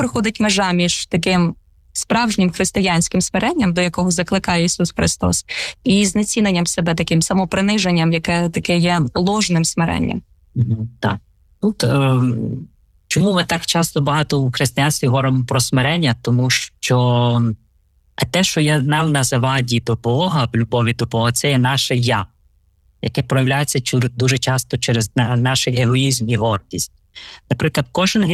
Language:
Ukrainian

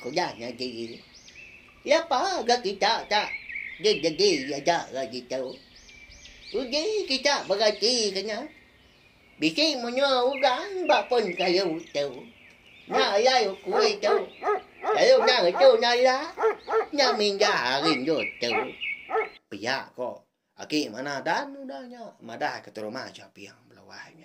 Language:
Iban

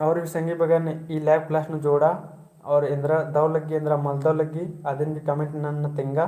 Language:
Kurukh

